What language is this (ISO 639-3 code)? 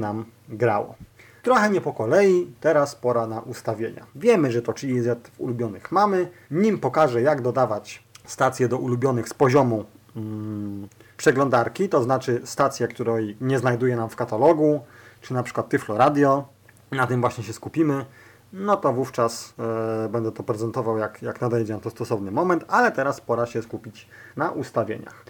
pol